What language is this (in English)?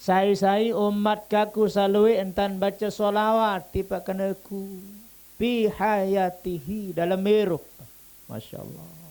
Sasak